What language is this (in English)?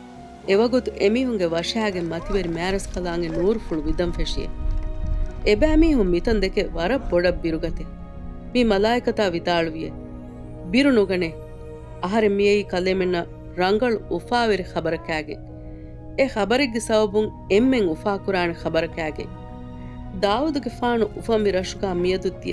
Divehi